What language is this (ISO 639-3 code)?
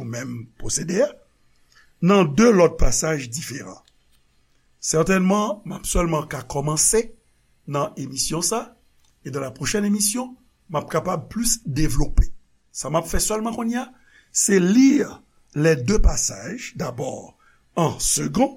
hat